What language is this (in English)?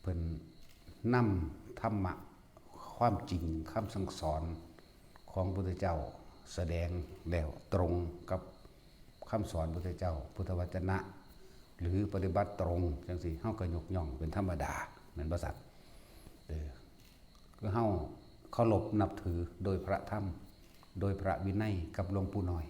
Northeastern Thai